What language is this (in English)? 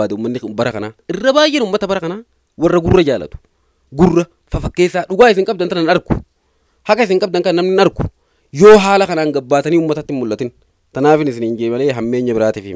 Oromo